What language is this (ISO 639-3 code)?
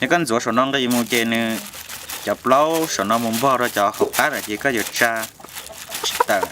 hmn